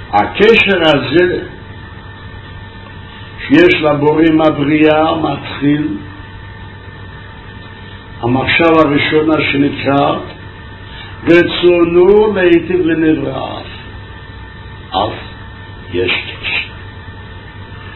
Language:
Hebrew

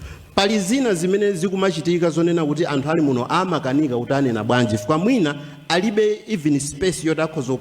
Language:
Nyanja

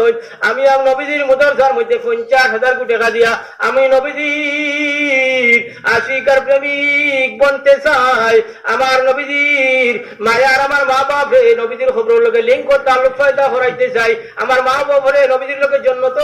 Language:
Sylheti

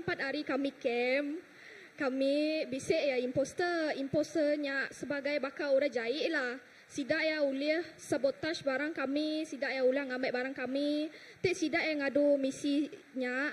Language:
Iban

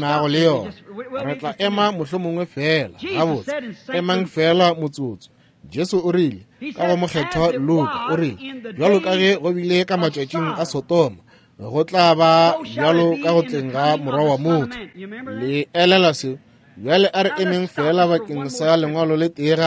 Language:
Northern Sotho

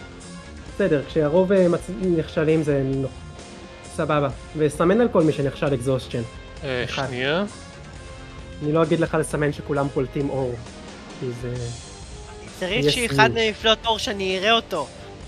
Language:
Hebrew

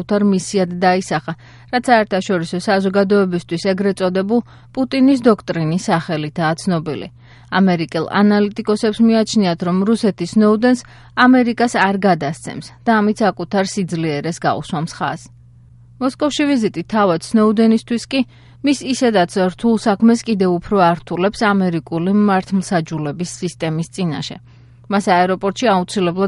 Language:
Georgian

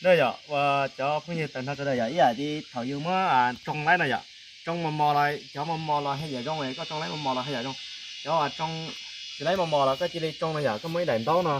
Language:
Hmong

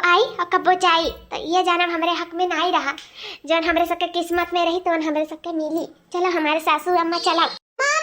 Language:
Awadhi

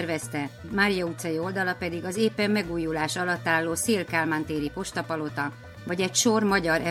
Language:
Hungarian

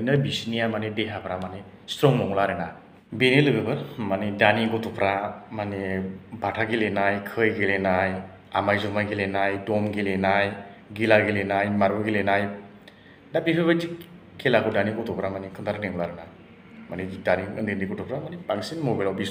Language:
Bodo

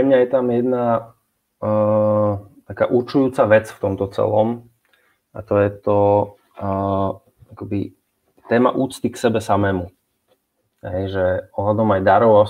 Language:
Slovak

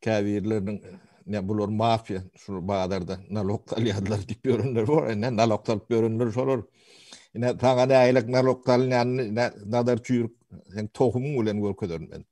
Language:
Turkmen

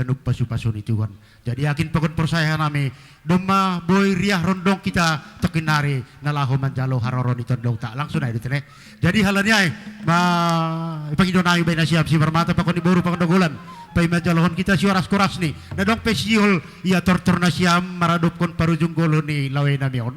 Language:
Batak Simalungun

